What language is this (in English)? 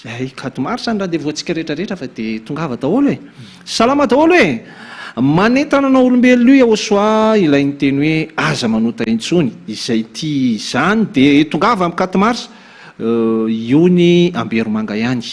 Malagasy